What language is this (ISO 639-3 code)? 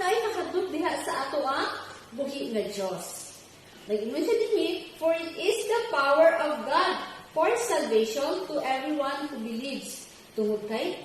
ceb